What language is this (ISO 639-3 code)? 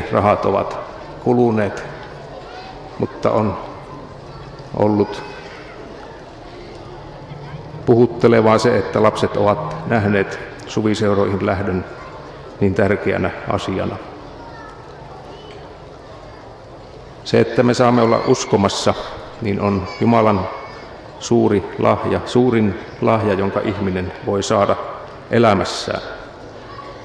fin